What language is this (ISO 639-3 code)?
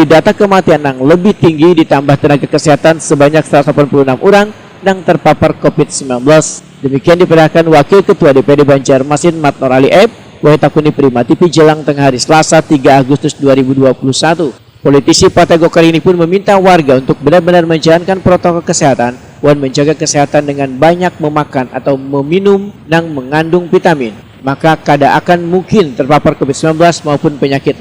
bjn